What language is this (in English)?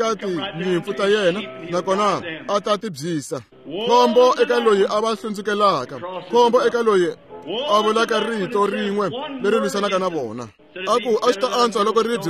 Tsonga